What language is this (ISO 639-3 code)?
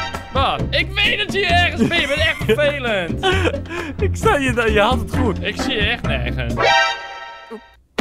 nld